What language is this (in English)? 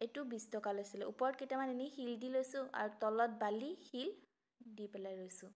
Assamese